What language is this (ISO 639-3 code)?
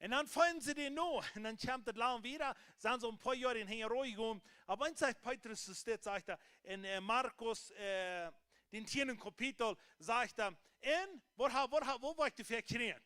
pdt